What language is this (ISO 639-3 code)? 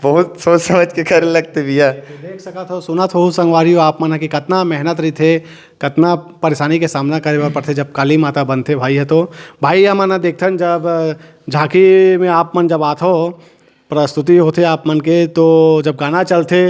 hne